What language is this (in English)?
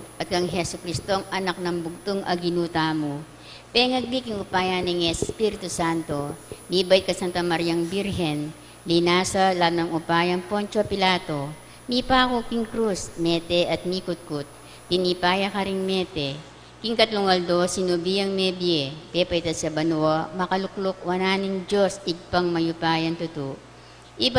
Pampanga